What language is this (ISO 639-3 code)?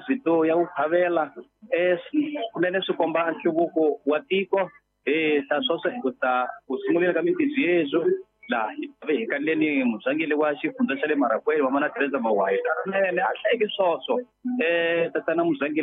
tso